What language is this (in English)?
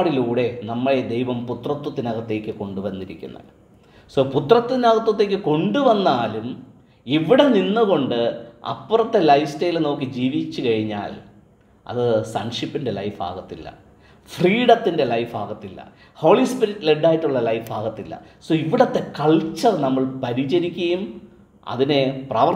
Malayalam